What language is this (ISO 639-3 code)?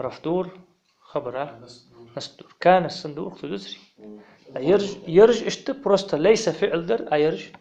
inh